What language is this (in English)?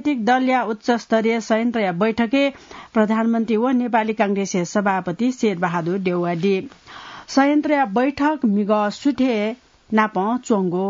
Newari